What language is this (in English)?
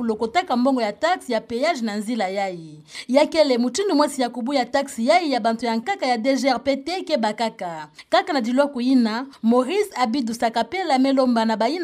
Kituba (Democratic Republic of Congo)